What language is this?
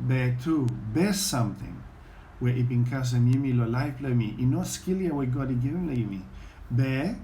Bislama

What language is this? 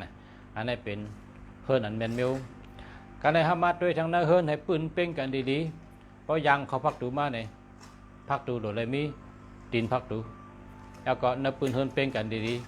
Shan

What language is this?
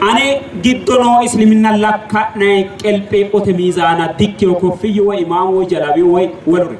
Sidamo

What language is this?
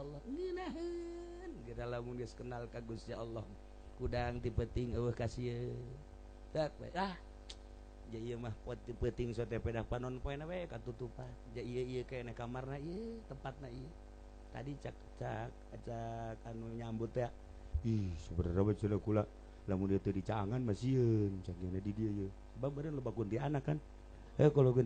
Sundanese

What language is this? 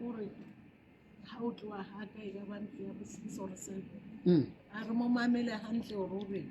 Southern Sotho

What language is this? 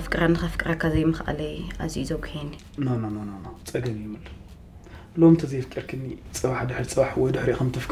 Tigrinya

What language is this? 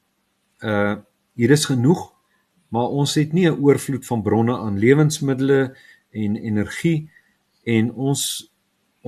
Afrikaans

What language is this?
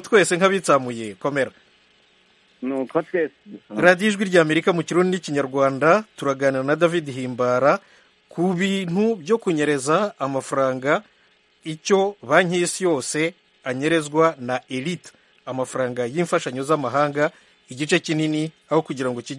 Kinyarwanda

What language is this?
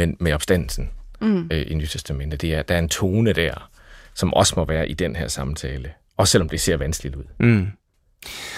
Danish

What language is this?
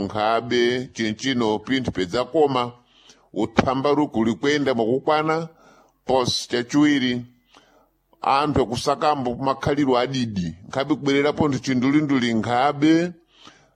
Sena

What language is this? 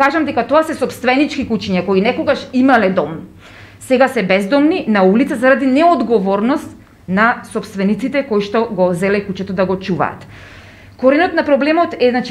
Macedonian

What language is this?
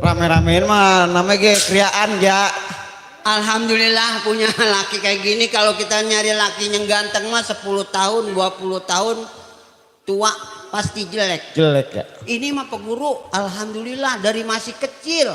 Betawi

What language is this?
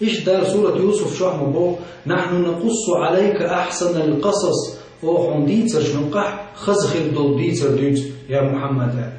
Chechen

